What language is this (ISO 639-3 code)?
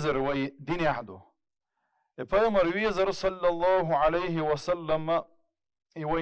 che